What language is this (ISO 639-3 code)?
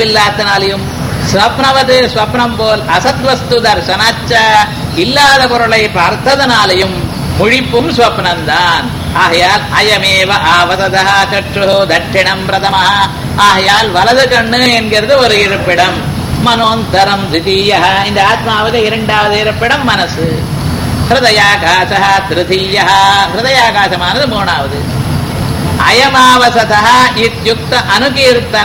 tam